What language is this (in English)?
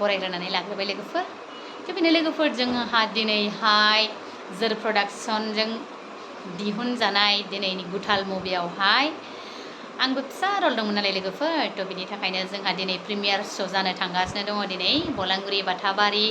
Bodo